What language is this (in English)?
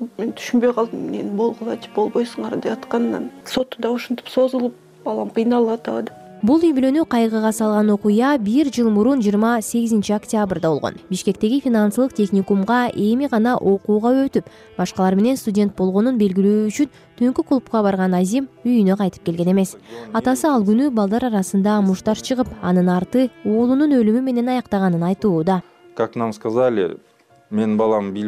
Kyrgyz